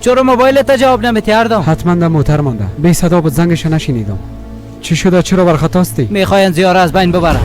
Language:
Persian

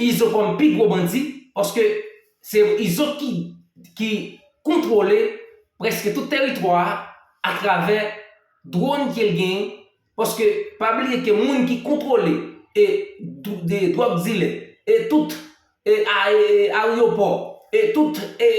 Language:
Haitian Creole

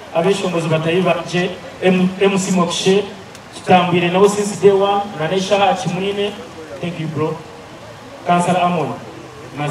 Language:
Nyankole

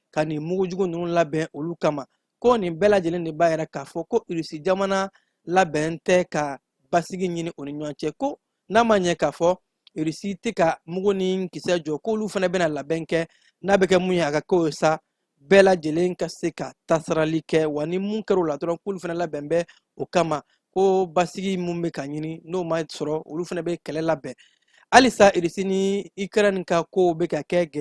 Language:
Bambara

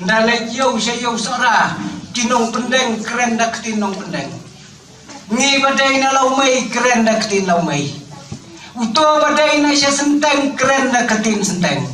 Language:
Khasi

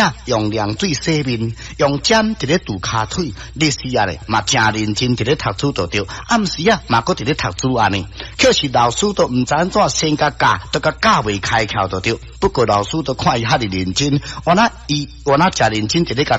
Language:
Min Nan Chinese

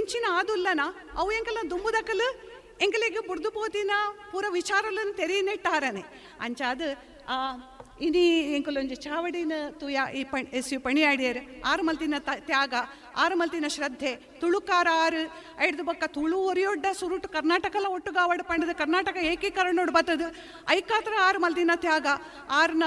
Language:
Tulu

